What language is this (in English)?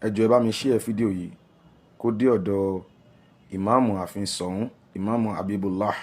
Yoruba